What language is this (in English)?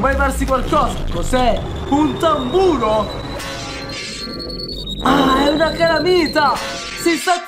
Italian